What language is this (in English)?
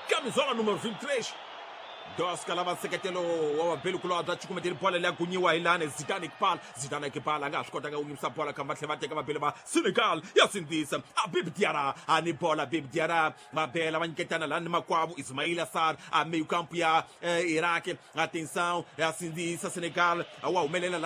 Tsonga